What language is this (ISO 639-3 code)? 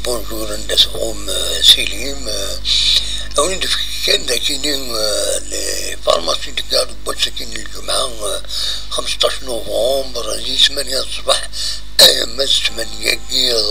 kab